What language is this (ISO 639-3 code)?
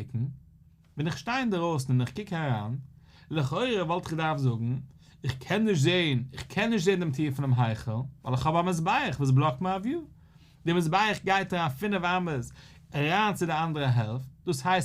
yid